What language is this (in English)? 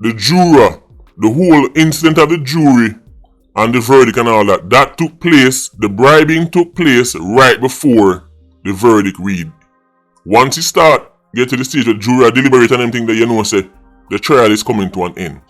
Jamaican Creole English